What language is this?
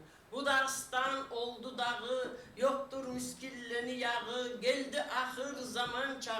Kumyk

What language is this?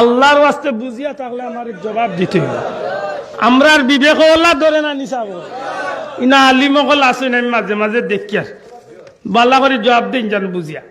Sylheti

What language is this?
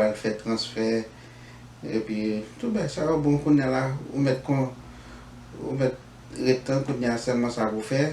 Haitian Creole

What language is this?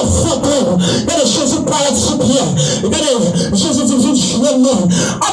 Haitian Creole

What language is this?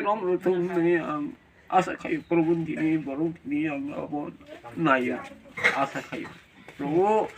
Kok Borok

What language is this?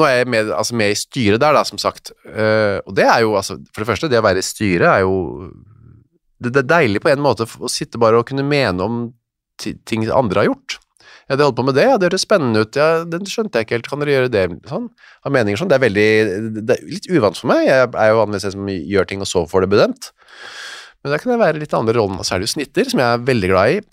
Norwegian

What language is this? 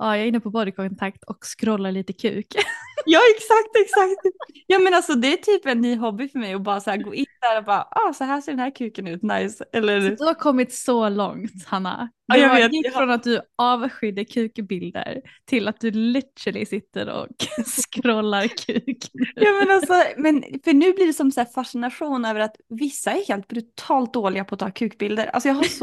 Swedish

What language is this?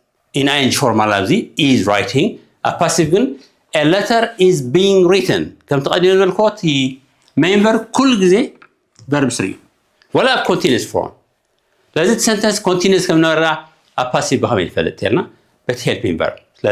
Tigrinya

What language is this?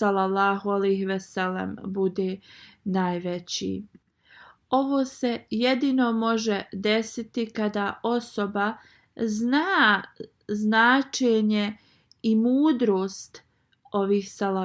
Bosnian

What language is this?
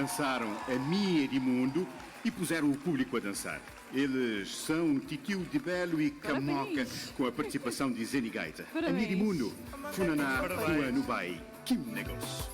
Kabuverdianu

